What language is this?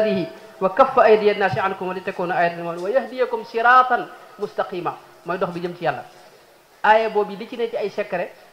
Wolof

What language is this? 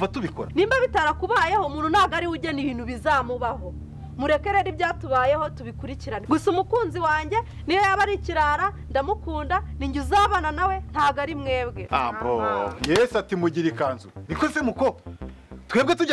Kinyarwanda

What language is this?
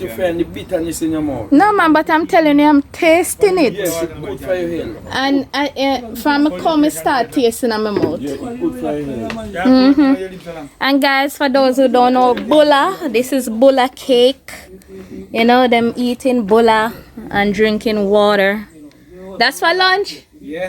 Jamaican Creole English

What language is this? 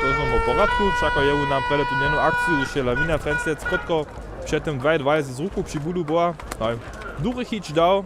Upper Sorbian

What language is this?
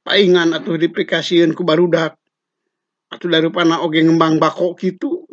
Sundanese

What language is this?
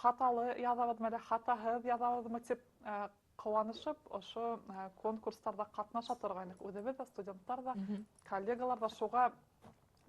Bashkir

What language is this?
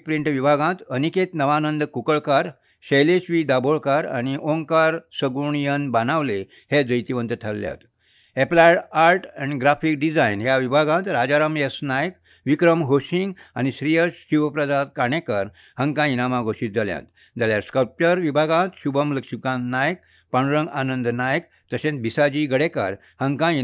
Konkani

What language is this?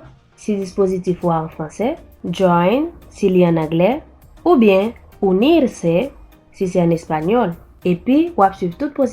Haitian Creole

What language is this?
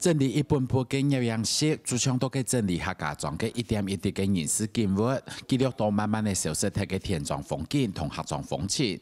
Hakka Chinese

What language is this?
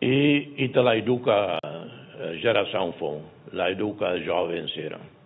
Tetum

